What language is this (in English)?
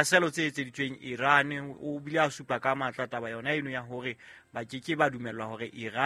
Southern Sotho